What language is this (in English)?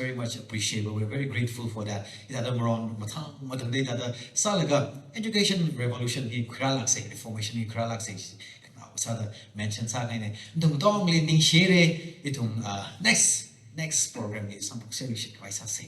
Tangkhul Naga (India)